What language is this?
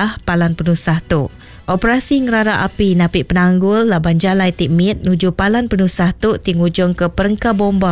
Iban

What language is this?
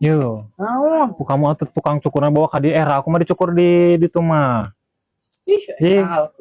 Sundanese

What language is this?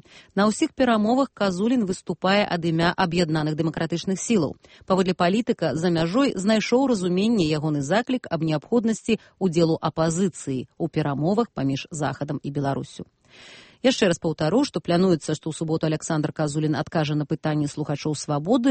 Belarusian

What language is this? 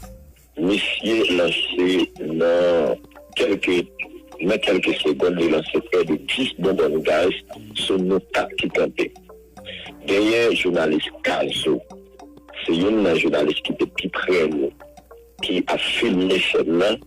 Haitian Creole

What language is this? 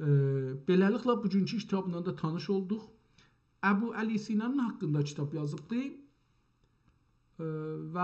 South Azerbaijani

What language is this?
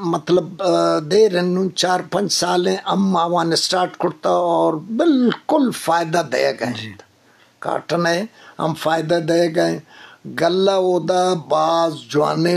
Eastern Balochi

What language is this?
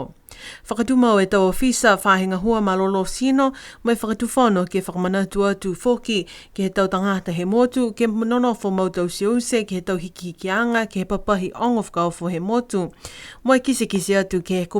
Niuean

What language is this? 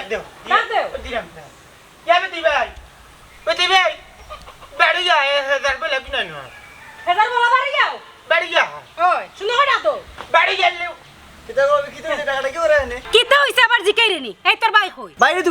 Sylheti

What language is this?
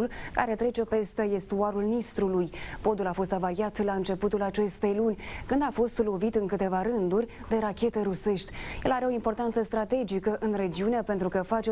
Romanian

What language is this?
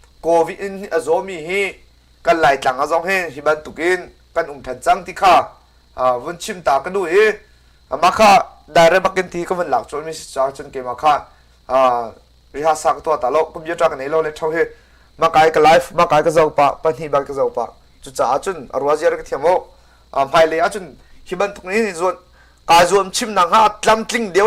Hakha Chin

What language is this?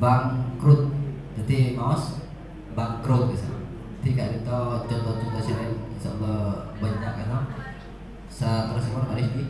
Madurese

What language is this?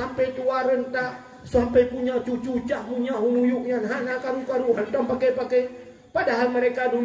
Achinese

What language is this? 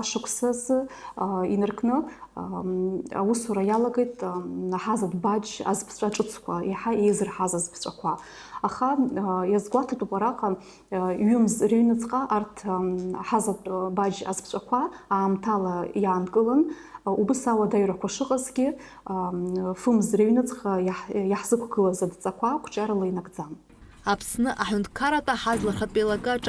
Abkhazian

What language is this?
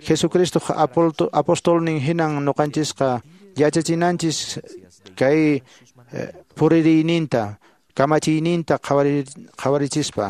Quechua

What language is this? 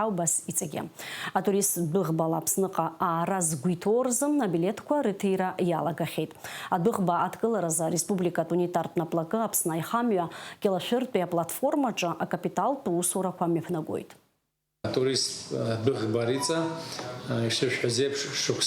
Abkhazian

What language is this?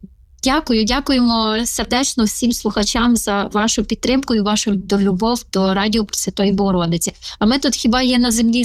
Ukrainian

